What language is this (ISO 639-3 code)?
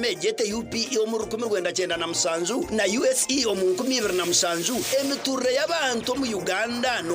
nyn